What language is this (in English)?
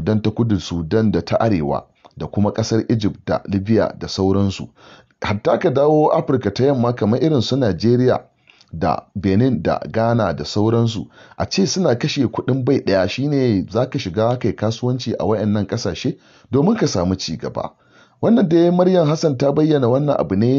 Hausa